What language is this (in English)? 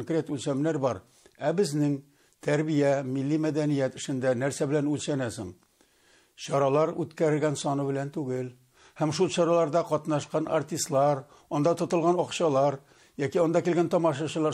Tatar